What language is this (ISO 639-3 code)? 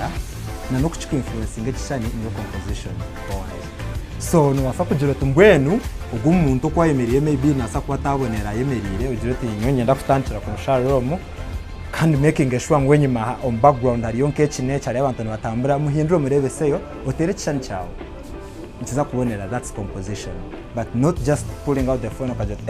nyn